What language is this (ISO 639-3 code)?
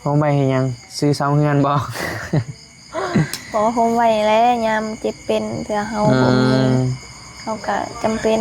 tts